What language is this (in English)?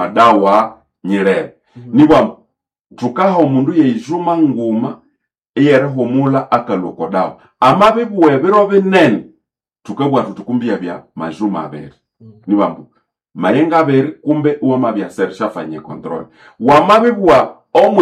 Nande